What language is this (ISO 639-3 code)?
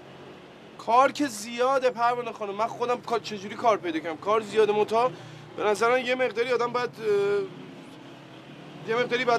fas